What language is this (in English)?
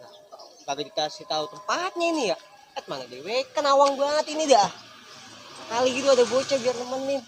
Betawi